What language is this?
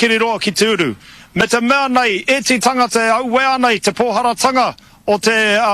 Māori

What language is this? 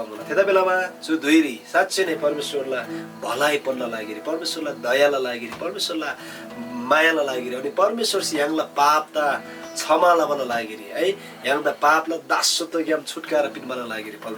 Eastern Tamang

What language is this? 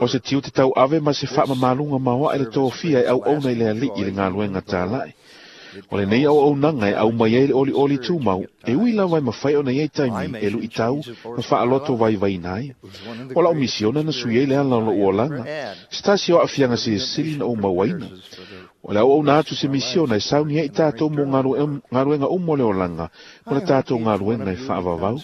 Samoan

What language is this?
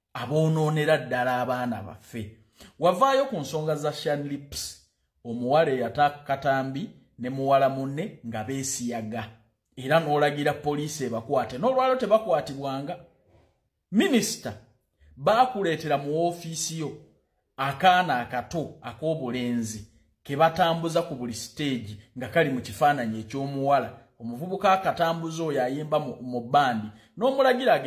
Ganda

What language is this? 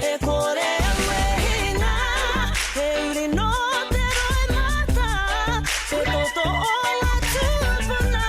Māori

